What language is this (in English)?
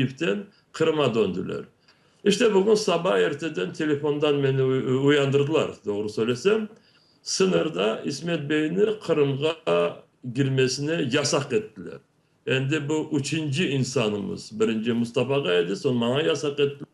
Crimean Tatar